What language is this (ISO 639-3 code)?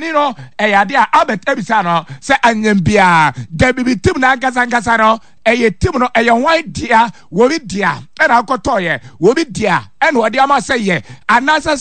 aka